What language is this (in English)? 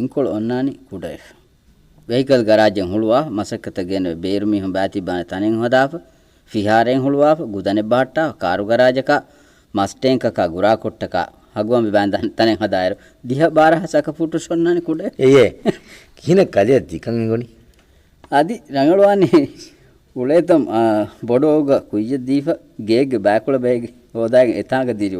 Divehi